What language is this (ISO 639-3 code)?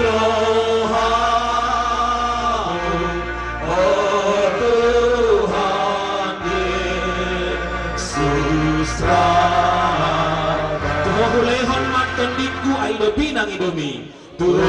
bbc